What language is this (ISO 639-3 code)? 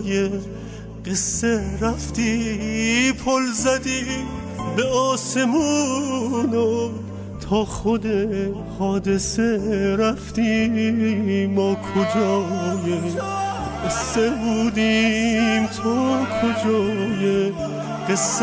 bos